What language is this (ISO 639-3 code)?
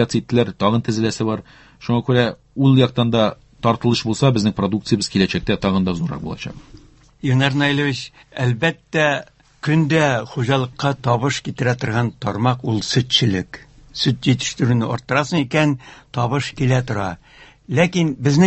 tat